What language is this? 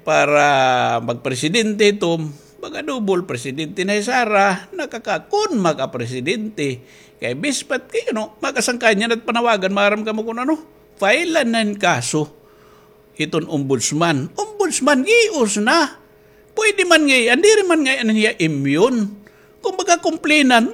Waray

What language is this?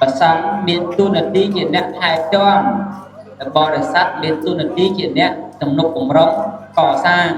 Khmer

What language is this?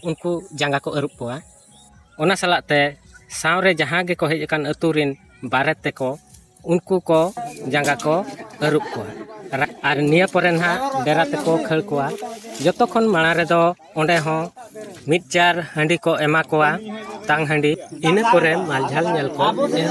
Santali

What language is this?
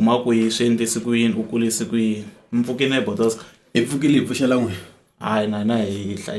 Tsonga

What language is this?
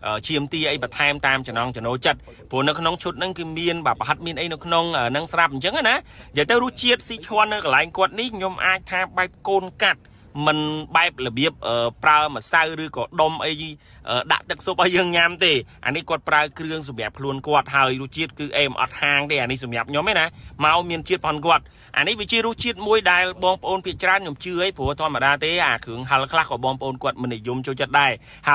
Khmer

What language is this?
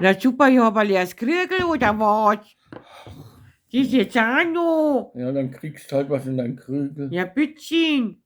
Bavarian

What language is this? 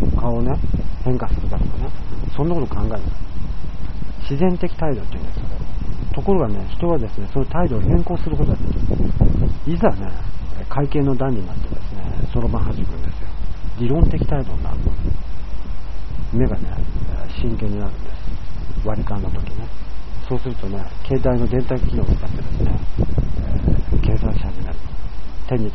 Japanese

